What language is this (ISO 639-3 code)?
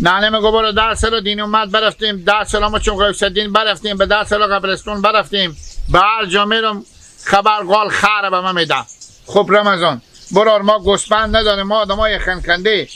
haz